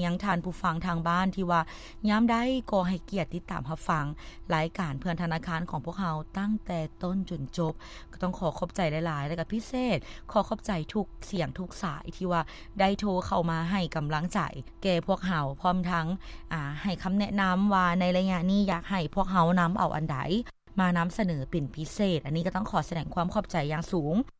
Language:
Lao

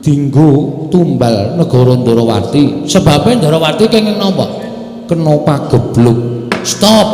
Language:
Javanese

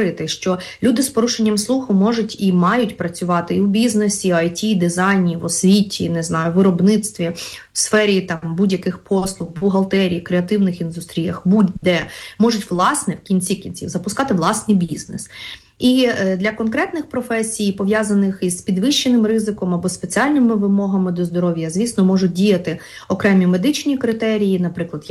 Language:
Ukrainian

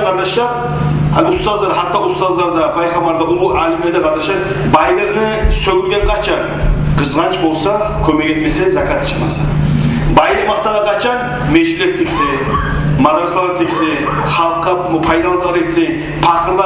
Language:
Kumyk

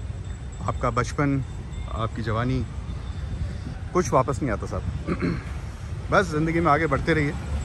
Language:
Hindi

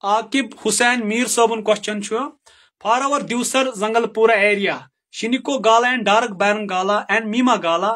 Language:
Kashmiri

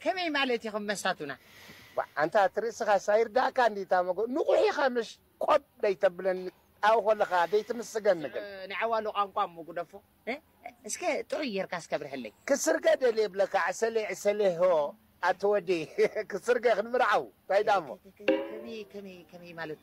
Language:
Tigrinya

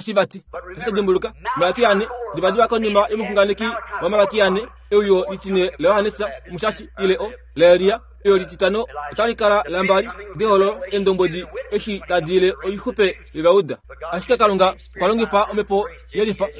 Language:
Kuanyama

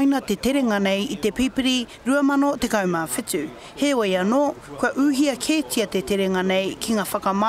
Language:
Māori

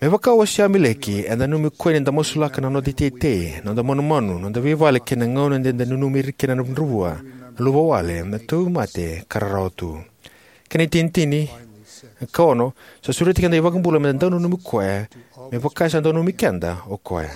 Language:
Fijian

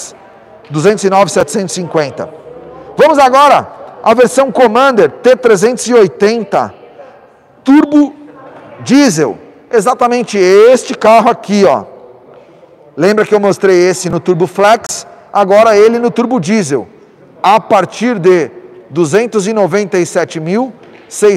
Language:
Portuguese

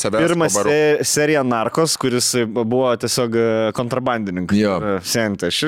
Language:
Lithuanian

